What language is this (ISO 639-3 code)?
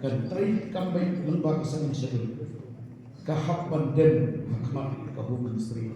kha